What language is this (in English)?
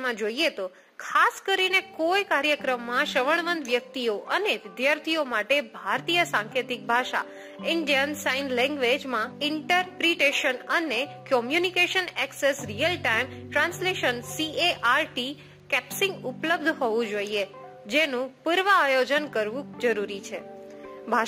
Gujarati